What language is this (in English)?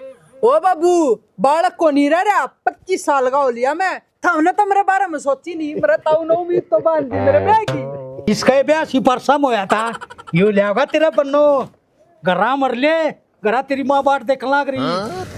Haryanvi